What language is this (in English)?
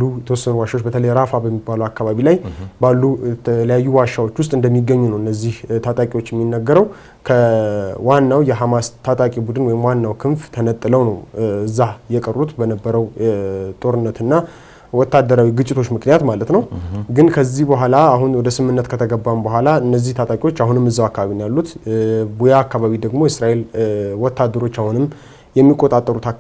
Amharic